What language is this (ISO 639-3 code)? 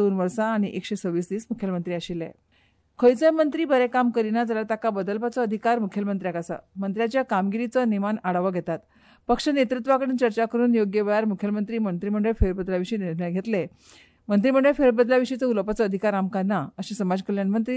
kok